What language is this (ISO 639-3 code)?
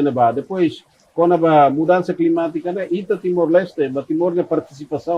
tet